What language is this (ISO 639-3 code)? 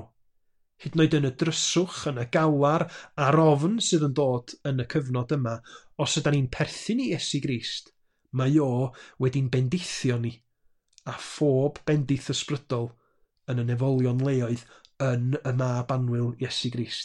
cym